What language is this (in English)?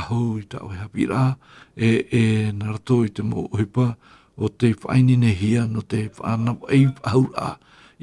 Tahitian